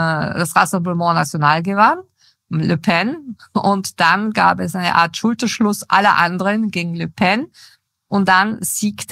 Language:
German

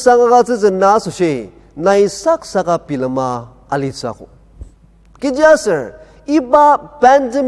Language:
Ao Naga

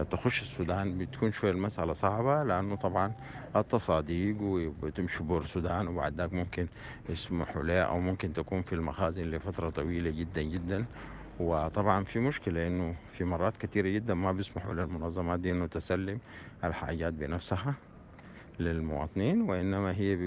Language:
Sudanese Arabic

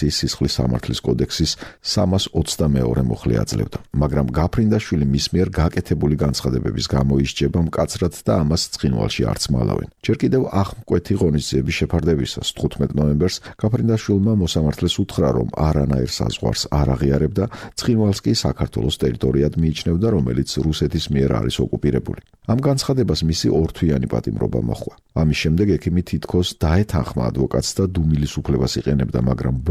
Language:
Georgian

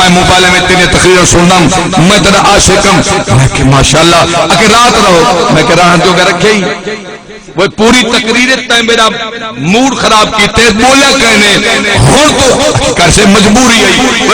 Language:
Saraiki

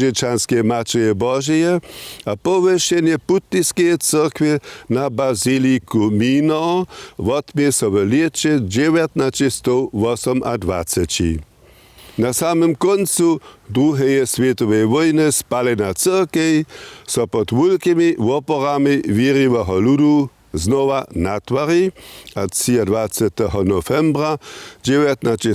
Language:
Upper Sorbian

